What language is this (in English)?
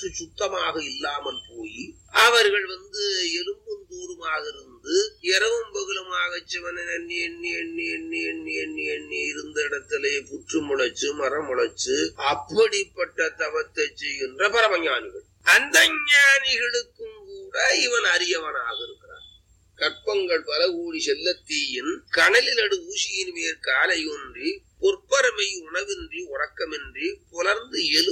Tamil